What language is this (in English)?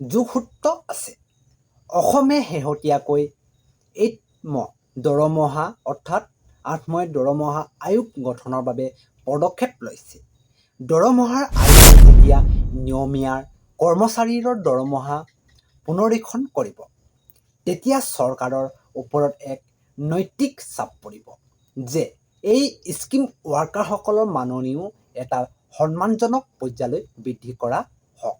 Assamese